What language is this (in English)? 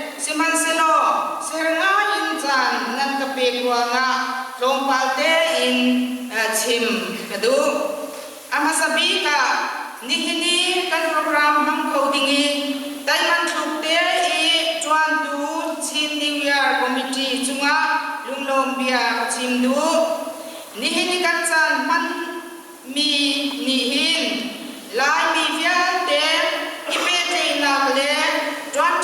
Hakha Chin